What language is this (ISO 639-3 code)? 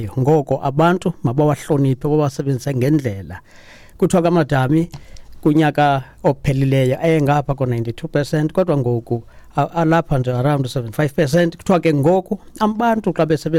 xho